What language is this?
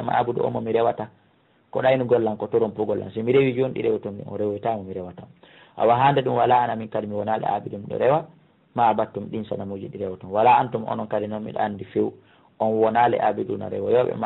Fula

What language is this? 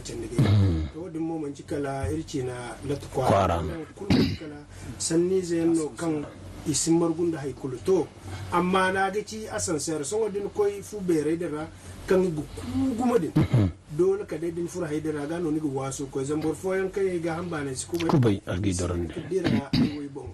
Zarma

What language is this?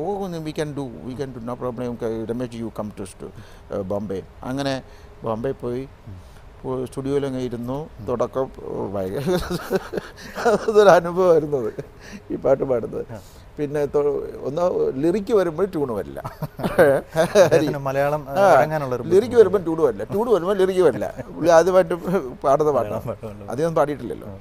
Malayalam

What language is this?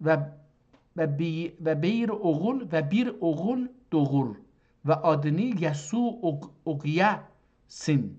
South Azerbaijani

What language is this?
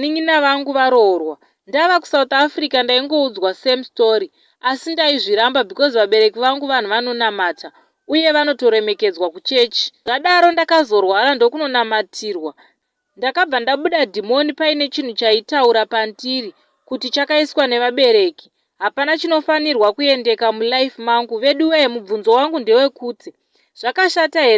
Shona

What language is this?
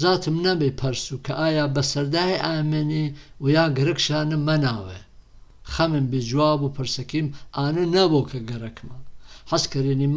Gurani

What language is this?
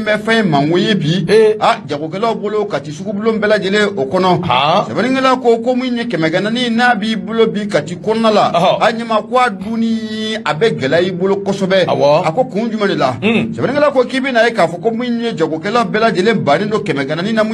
Bambara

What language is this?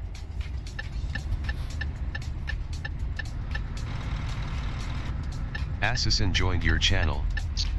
Romanian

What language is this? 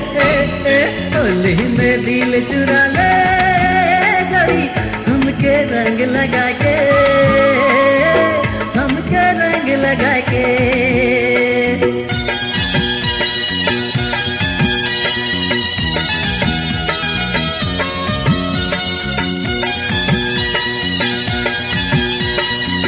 Bhojpuri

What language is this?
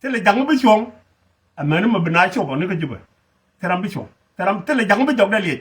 Nuer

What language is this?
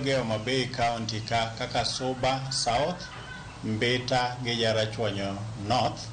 Luo (Kenya and Tanzania)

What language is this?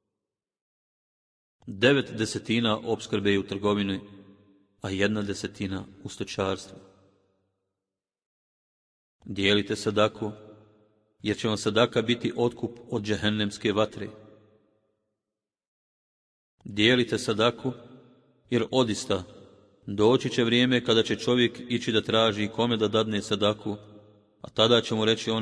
Bosnian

